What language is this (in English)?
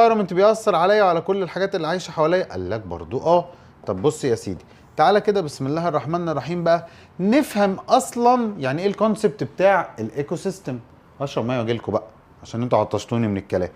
Egyptian Arabic